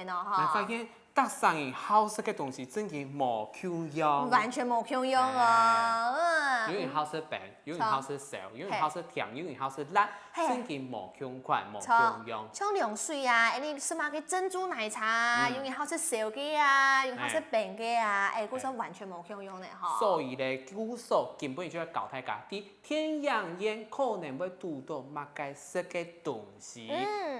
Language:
Hakka Chinese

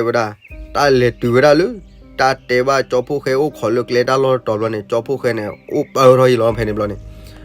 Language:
S'gaw Karen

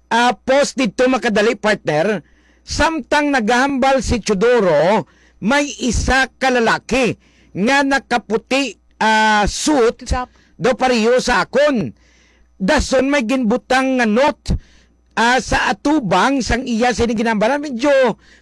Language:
Hiligaynon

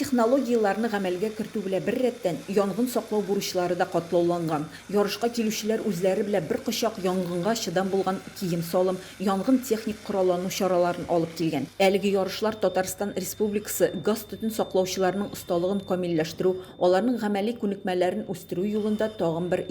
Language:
Tatar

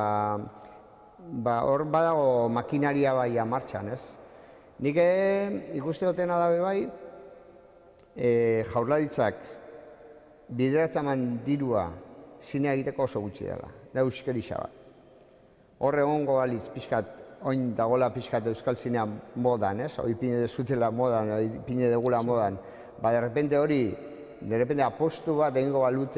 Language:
Basque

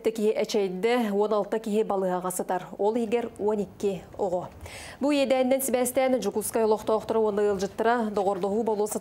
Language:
Yakut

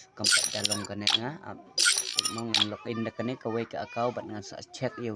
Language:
Khasi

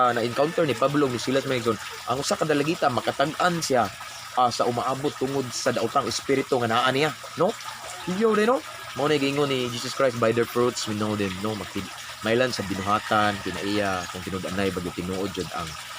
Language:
Cebuano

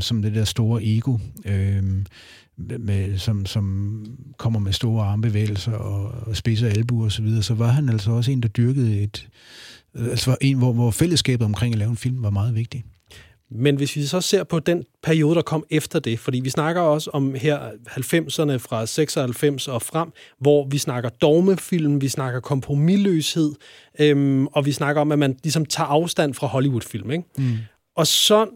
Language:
Danish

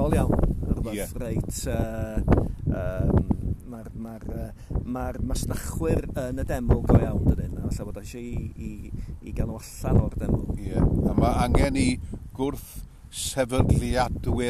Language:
Welsh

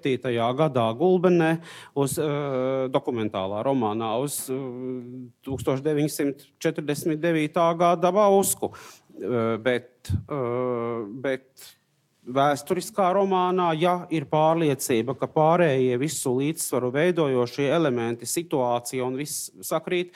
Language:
Latvian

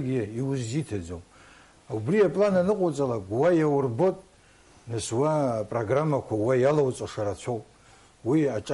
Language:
Abkhazian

